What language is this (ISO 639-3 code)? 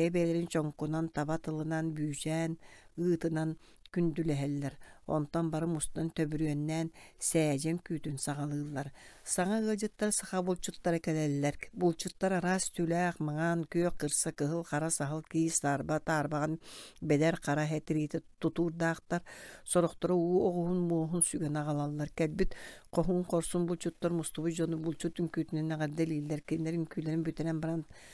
sah